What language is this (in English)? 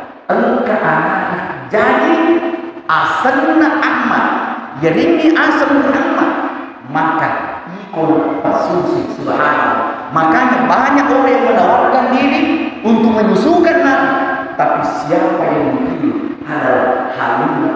Buginese